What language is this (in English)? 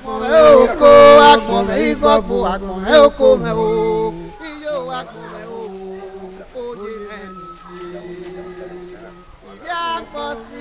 Bini